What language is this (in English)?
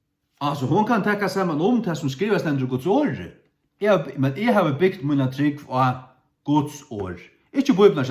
Faroese